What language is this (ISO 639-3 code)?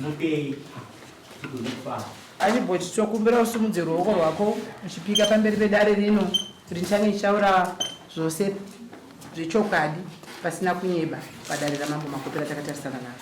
sna